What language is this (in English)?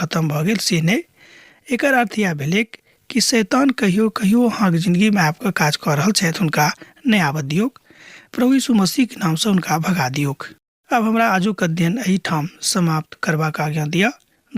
Maithili